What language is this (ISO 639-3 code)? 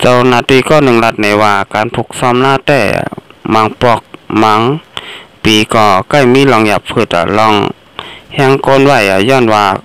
shn